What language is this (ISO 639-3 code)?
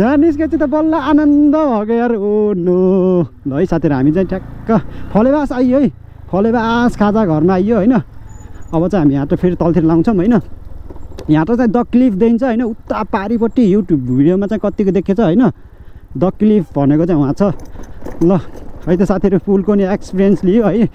nep